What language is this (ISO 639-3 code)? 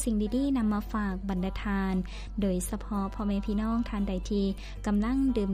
lao